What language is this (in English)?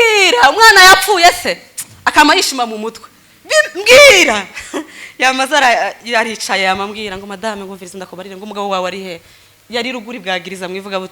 Rundi